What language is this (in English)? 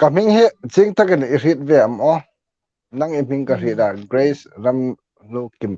Hmar